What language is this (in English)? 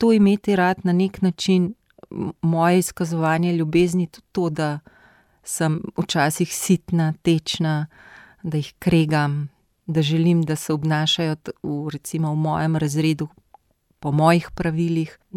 Slovenian